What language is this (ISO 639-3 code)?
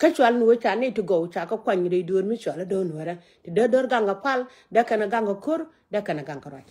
nus